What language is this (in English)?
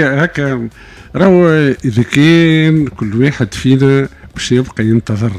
Tunisian Arabic